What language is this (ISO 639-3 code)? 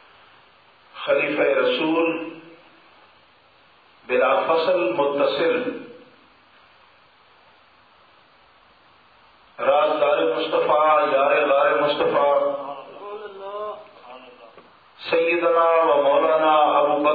urd